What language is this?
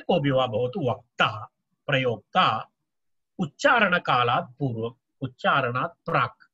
Sanskrit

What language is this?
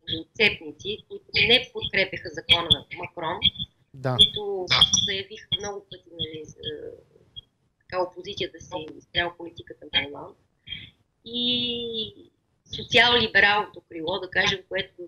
Bulgarian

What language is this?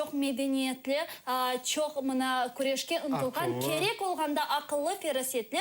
Crimean Tatar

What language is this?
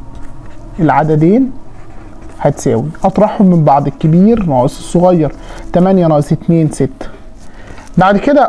Egyptian Arabic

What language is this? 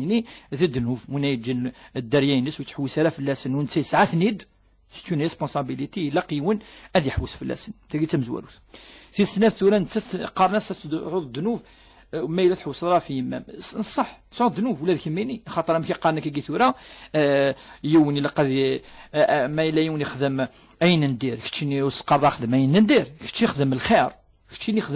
Kabyle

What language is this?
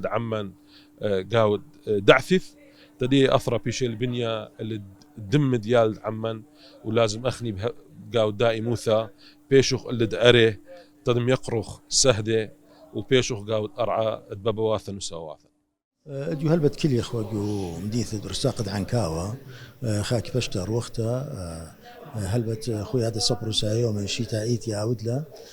Assyrian Neo-Aramaic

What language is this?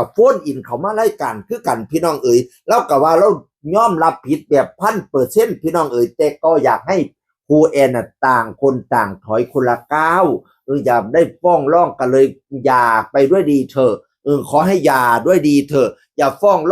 Northeastern Thai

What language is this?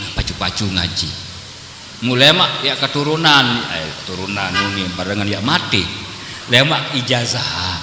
Sasak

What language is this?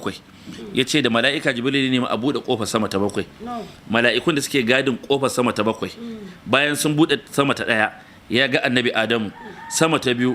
Hausa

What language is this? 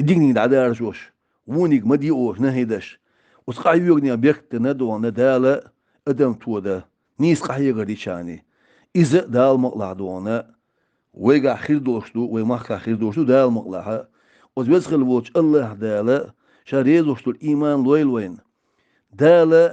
Chechen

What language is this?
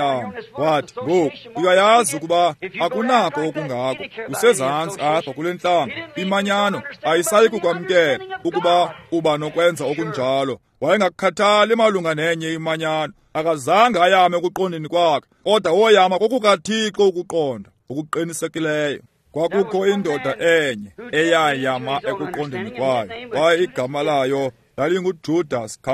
Xhosa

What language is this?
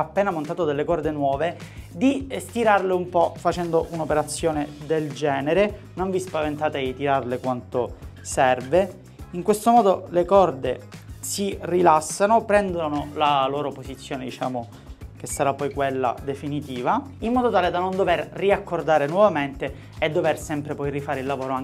Italian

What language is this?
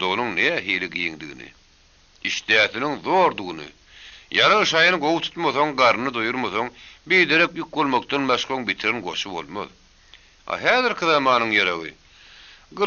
Turkmen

